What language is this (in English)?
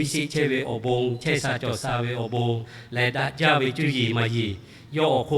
Lahu